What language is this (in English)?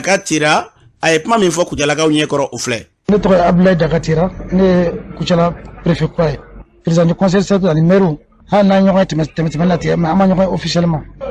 Bambara